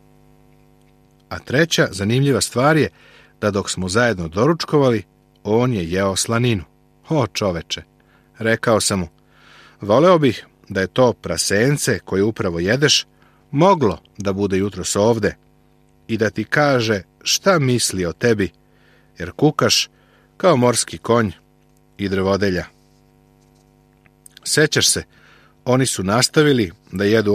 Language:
Serbian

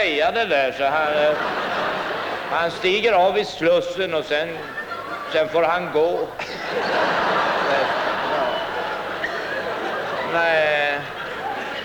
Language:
Swedish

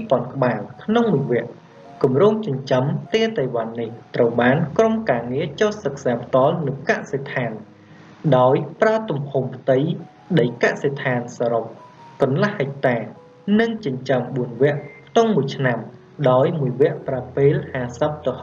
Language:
Khmer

